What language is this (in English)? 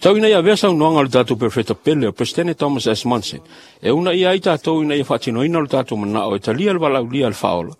Samoan